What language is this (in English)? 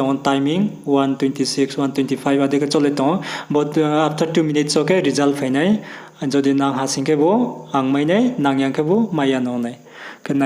Riang (India)